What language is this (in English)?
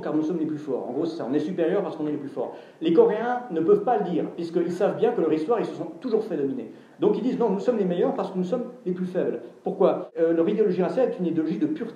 French